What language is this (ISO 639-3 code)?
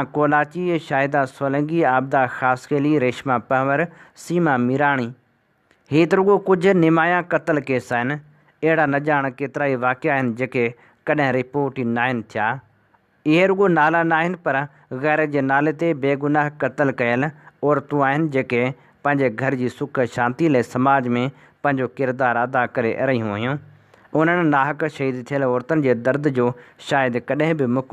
snd